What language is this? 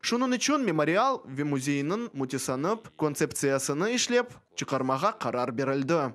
Crimean Tatar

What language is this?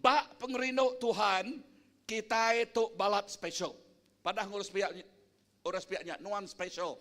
Iban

